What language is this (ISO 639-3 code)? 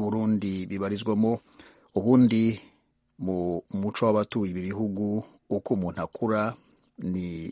kin